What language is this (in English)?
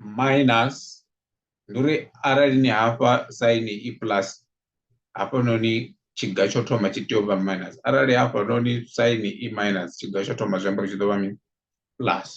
Venda